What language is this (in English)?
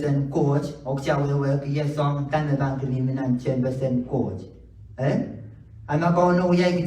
Pohnpeian